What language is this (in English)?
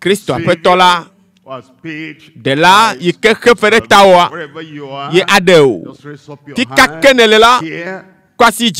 Ewe